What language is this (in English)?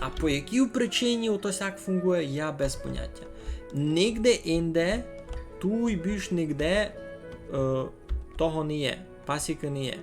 Rusyn